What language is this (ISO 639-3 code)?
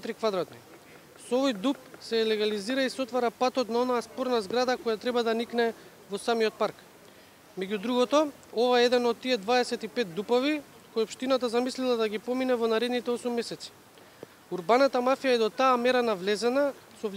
mkd